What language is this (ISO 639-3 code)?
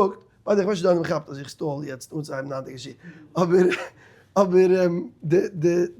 yid